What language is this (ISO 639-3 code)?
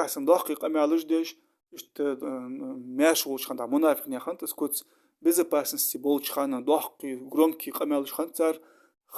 inh